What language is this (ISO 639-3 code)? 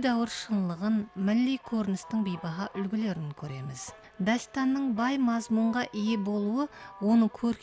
kaa